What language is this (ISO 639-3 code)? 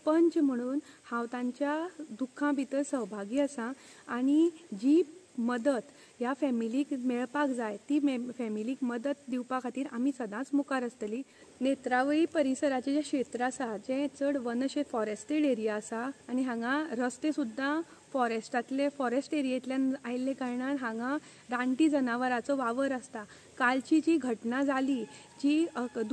kok